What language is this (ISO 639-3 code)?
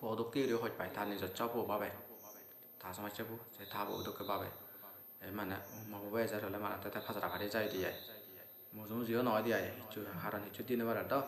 asm